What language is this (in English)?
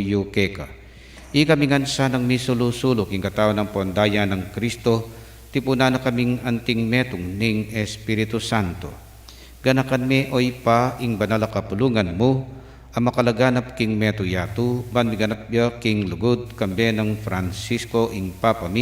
Pampanga